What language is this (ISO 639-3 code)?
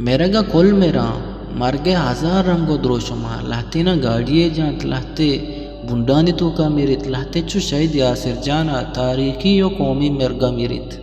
bgp